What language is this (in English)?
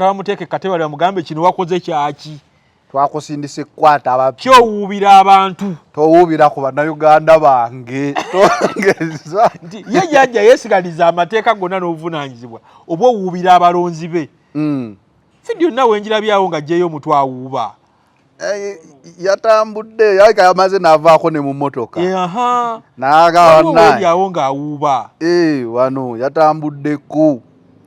Ganda